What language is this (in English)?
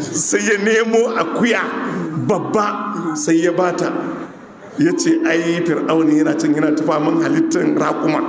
Hausa